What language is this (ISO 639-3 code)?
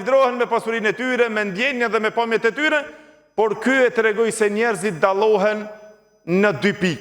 sqi